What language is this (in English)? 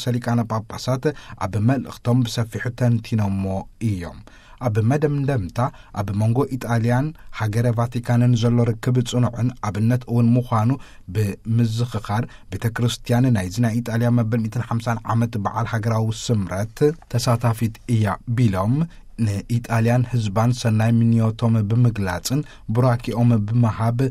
Tigrinya